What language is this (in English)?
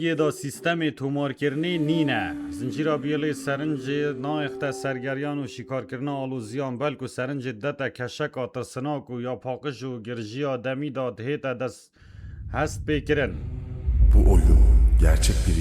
Kurdish